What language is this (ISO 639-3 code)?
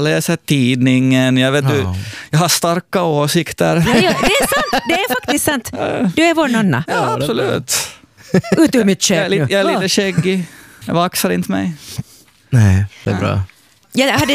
swe